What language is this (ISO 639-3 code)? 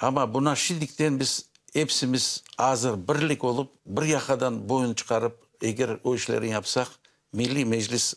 crh